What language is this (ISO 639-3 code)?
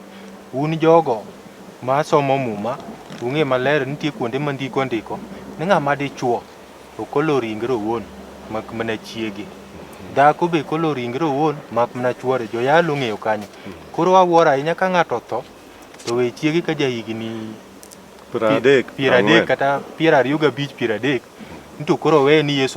luo